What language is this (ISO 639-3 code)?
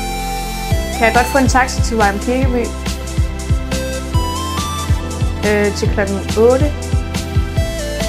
dan